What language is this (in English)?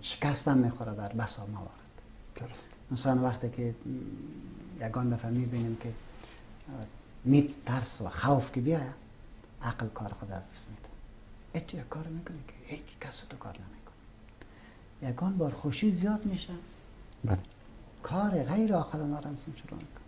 Persian